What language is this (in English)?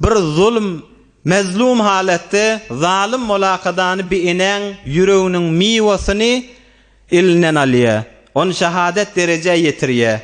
Turkmen